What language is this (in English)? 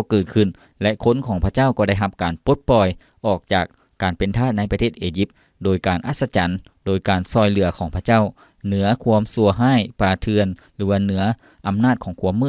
Lao